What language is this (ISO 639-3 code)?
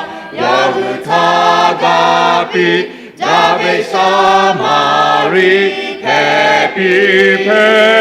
lhu